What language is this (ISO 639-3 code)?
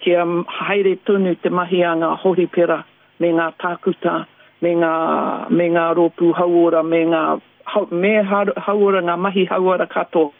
mri